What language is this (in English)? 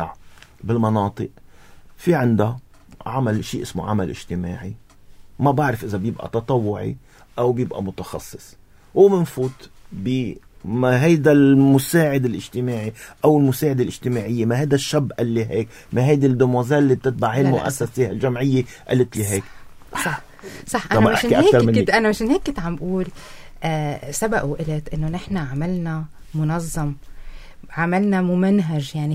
North Levantine Arabic